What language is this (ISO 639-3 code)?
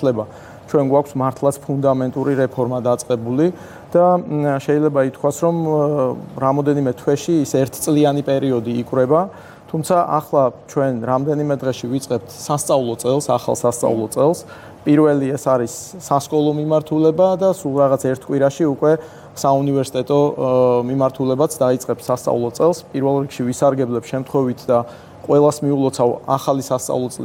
kat